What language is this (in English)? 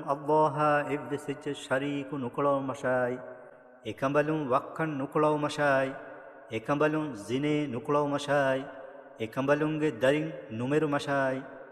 Divehi